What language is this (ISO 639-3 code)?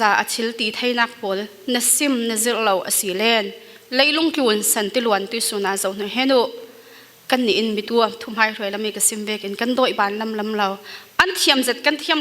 cfm